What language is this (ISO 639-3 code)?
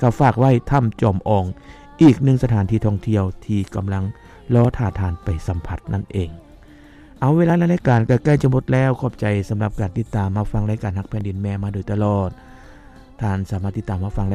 lao